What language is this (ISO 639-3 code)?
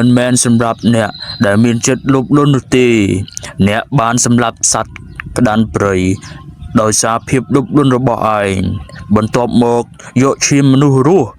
khm